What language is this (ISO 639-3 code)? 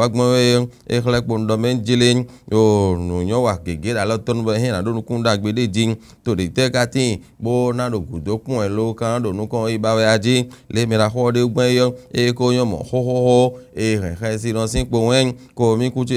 fon